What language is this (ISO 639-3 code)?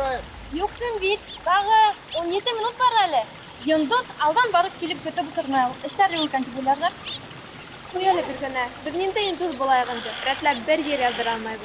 bak